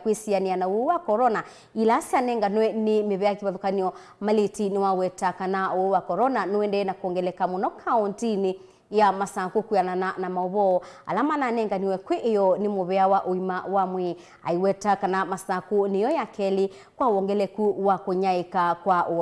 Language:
Kamba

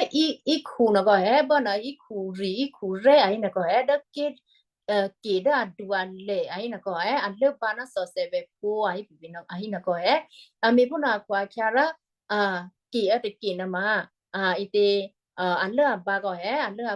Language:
Western Kayah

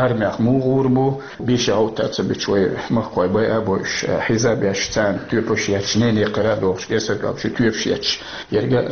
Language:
Chechen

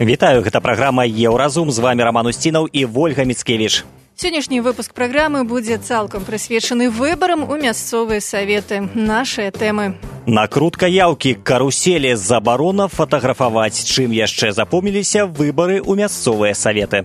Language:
Belarusian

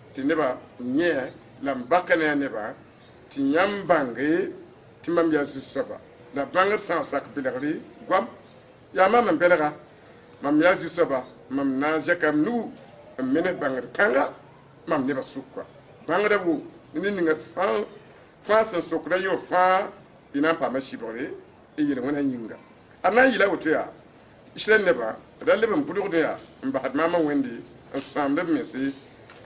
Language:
Mossi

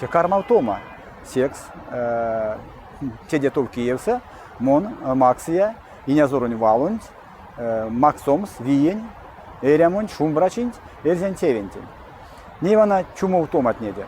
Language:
Erzya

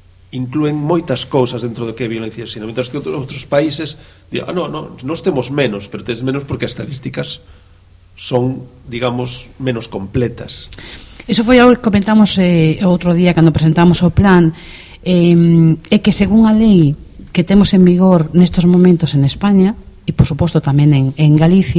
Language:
Galician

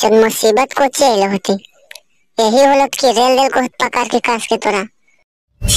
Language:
Magahi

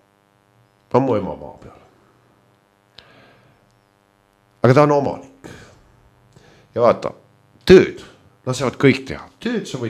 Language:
Estonian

